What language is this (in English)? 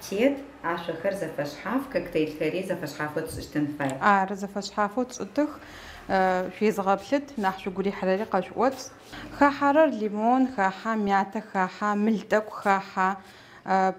Adyghe